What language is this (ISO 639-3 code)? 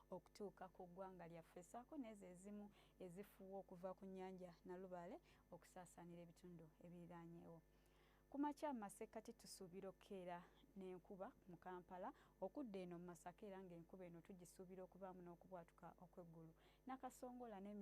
lug